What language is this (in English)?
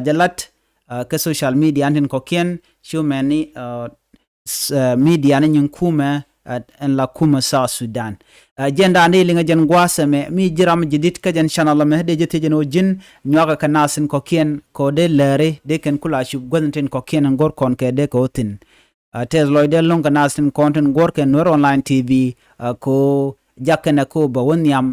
Nuer